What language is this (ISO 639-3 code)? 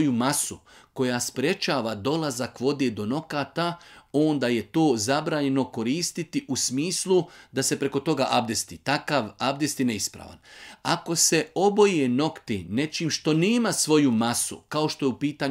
bos